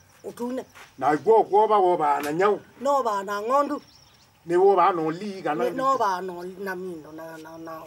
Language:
Kamba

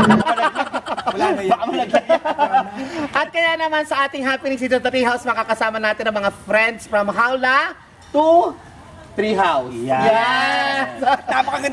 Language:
Filipino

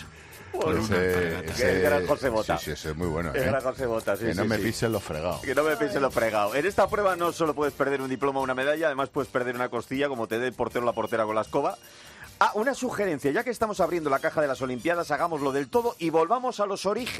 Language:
Spanish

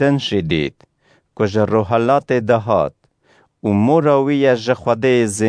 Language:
Kurdish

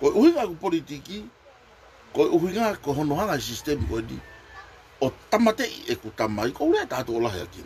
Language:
Tongan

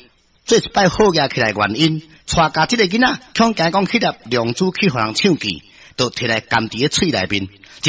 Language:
Min Nan Chinese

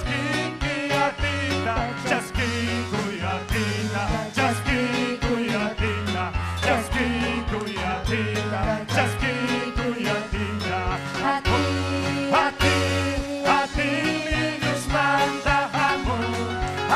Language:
Ayacucho Quechua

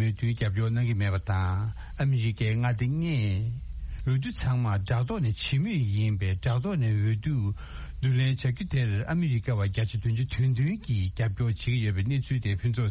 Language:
Tibetan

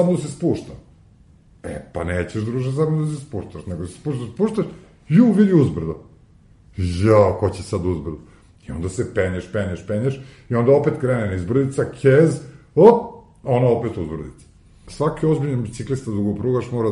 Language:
Serbian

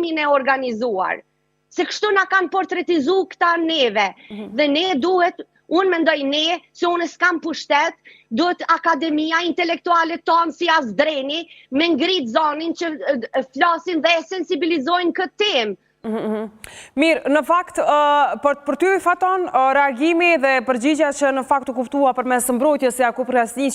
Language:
Albanian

